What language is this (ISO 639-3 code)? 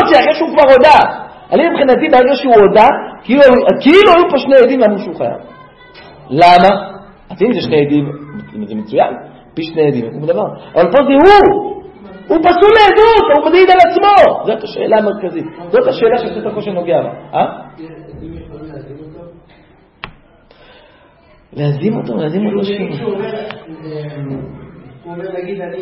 heb